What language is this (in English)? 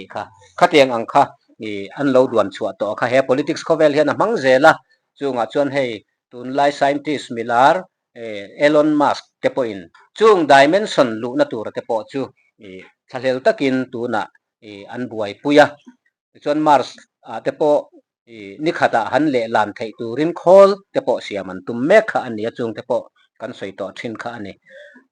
Mizo